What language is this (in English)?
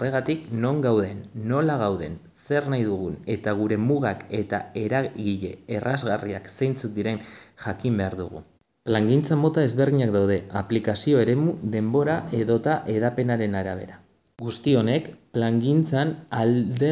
Basque